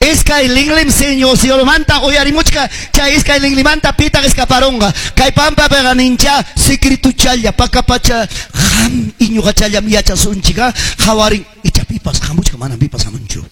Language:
Quechua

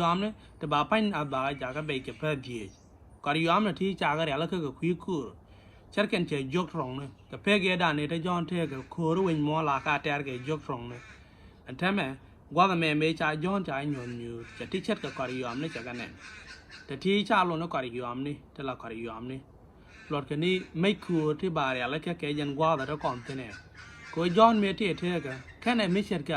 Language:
Nuer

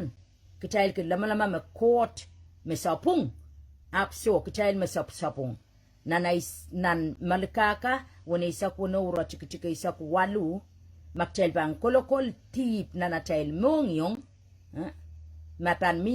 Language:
Pohnpeian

